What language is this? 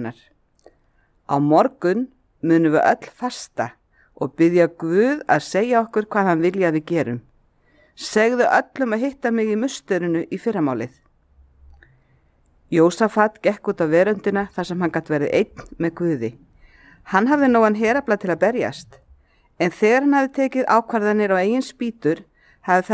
Icelandic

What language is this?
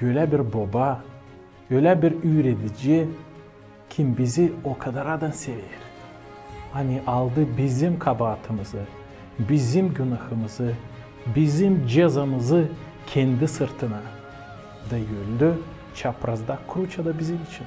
Gagauz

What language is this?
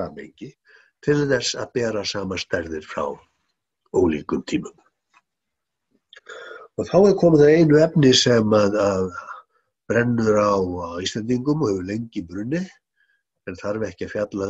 Icelandic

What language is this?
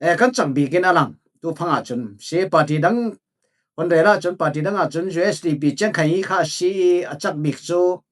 Falam Chin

